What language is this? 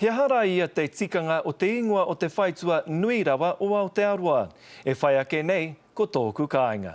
Māori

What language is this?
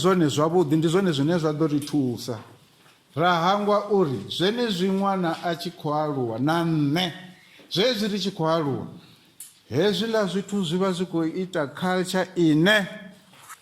Venda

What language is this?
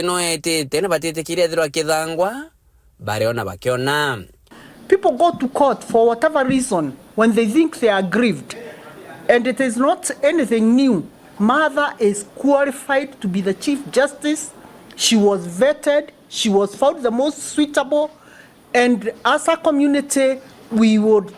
Meru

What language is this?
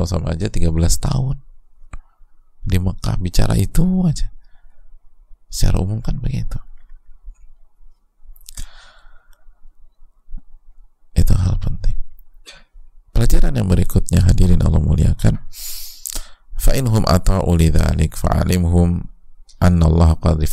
Indonesian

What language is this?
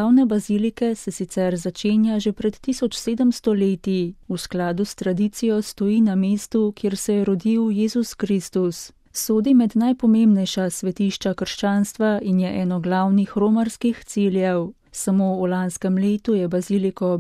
Slovenian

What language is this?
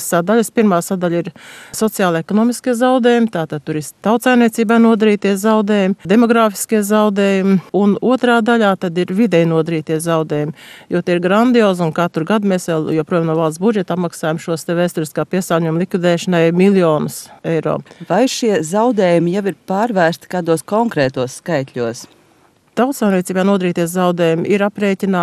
Latvian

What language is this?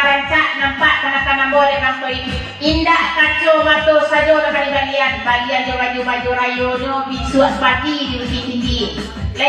Minangkabau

